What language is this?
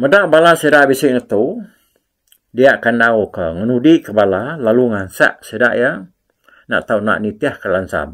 Iban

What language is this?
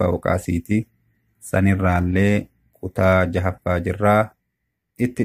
Oromo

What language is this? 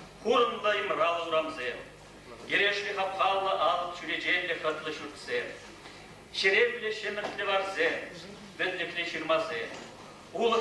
Chuvash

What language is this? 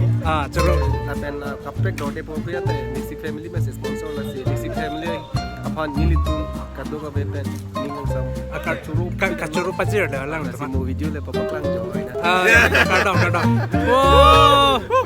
Karbi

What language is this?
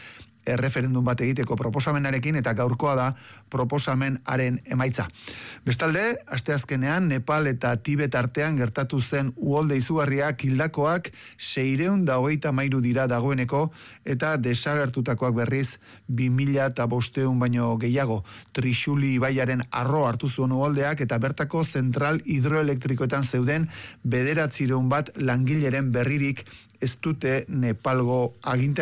Basque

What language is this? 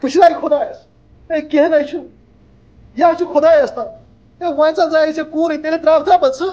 Kashmiri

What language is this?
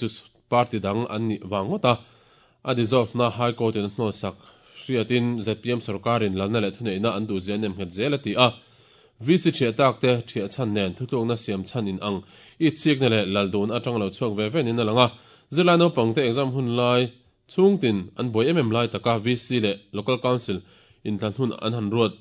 Mizo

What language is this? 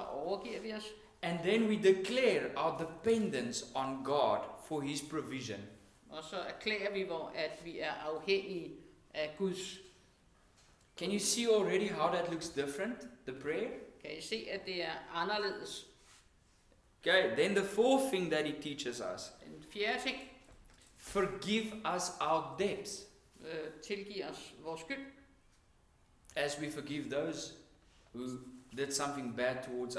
Danish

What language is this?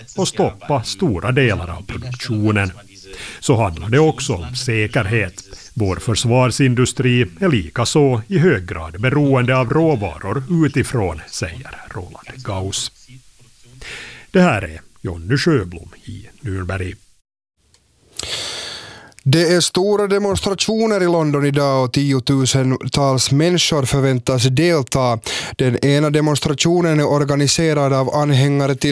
Swedish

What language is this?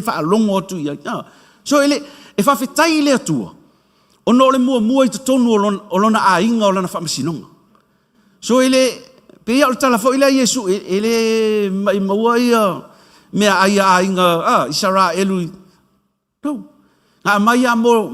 Samoan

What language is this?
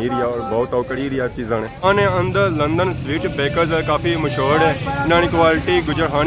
Pahari-Potwari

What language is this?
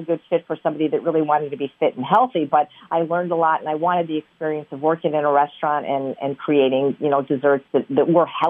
English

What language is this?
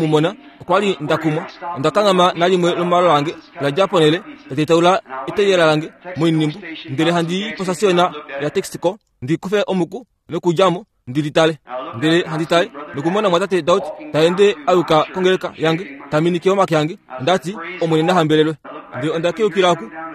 Kuanyama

